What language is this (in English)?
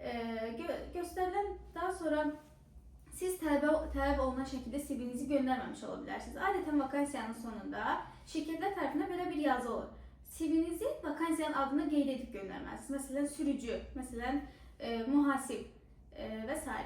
Azerbaijani